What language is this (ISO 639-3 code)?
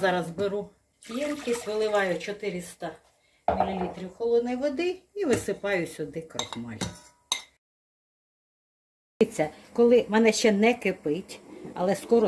ukr